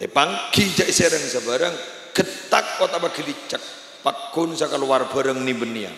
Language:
Madurese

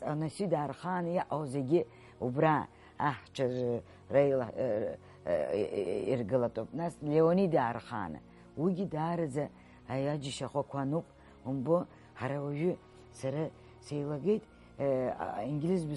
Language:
Abkhazian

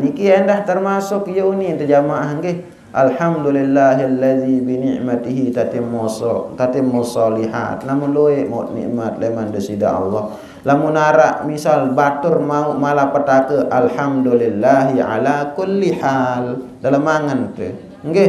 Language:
Sasak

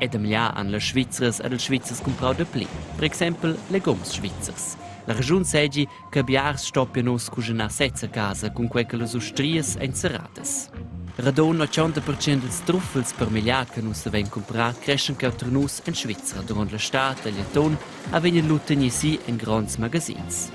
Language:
Romansh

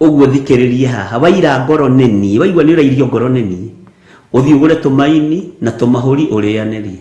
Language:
Kikuyu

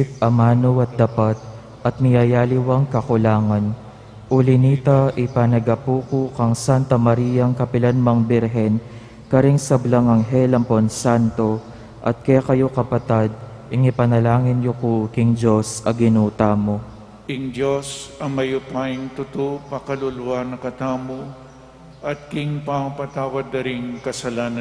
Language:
Pampanga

